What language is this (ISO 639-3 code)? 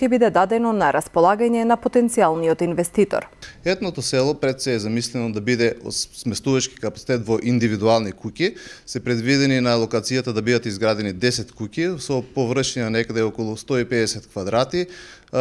mkd